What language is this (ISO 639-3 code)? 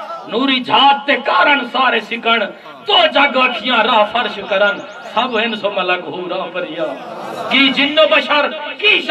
skr